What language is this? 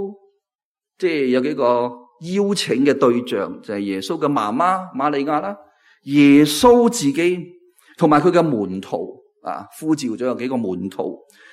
Cantonese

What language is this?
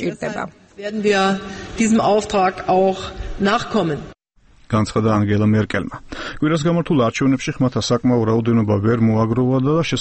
Georgian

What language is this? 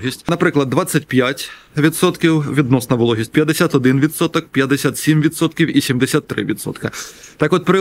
Ukrainian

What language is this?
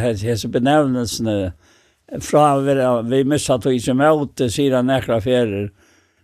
Faroese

